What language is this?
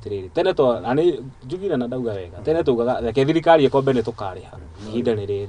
Kikuyu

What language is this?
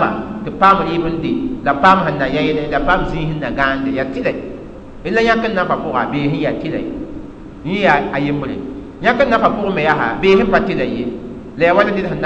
Mossi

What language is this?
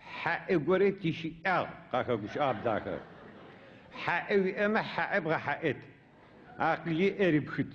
Adyghe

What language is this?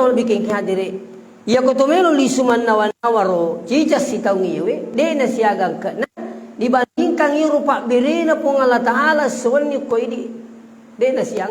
Buginese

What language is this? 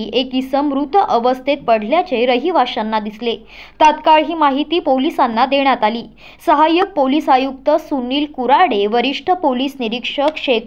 Marathi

